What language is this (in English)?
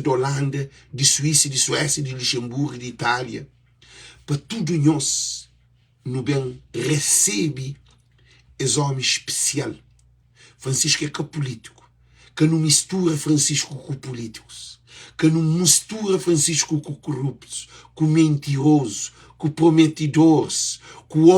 Kabuverdianu